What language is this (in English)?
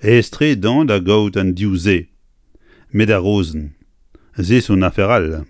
Breton